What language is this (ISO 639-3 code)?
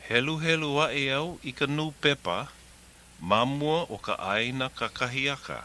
haw